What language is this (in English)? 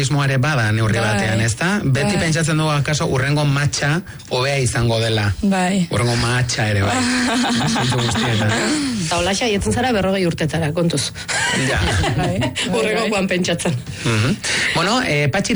Basque